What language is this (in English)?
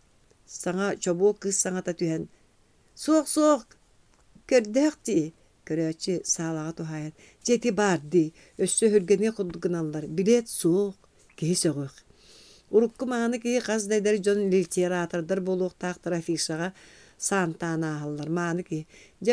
Yakut